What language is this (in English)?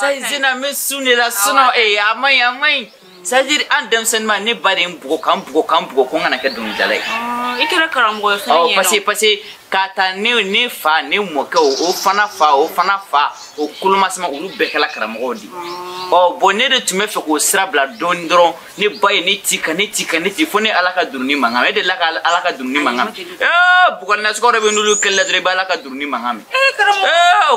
Bambara